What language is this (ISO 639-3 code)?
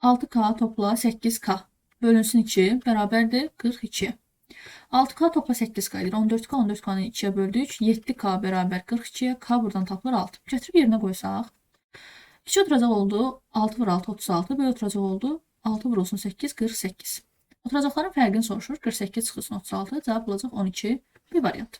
aze